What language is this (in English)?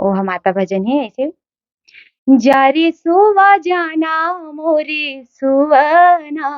Chhattisgarhi